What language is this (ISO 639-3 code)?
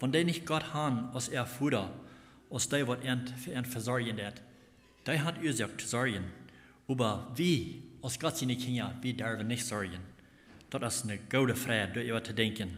pdt